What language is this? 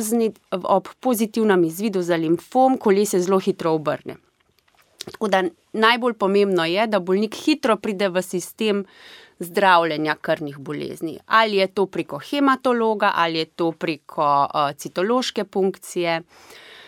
Slovenian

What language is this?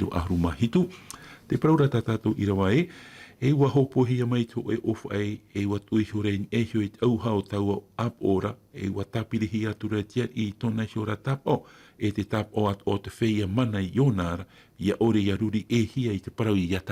Tahitian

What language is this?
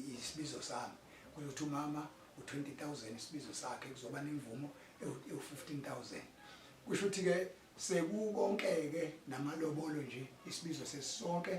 Zulu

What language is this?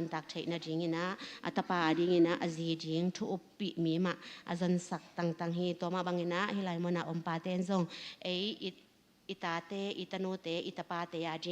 Tedim Chin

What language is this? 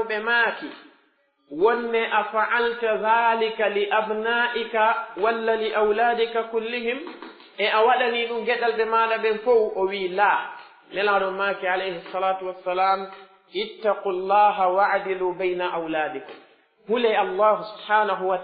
Pular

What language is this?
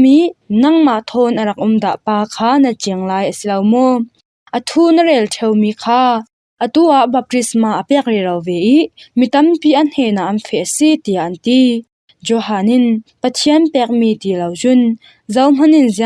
Falam Chin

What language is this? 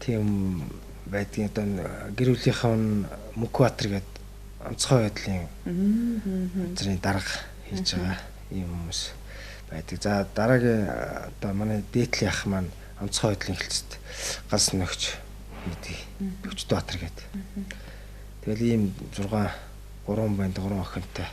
Mongolian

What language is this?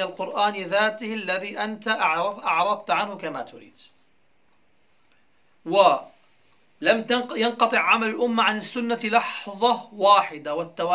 Arabic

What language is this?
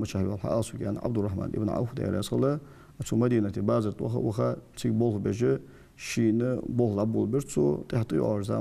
Ingush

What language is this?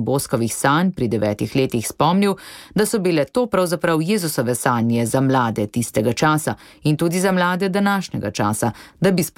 Slovenian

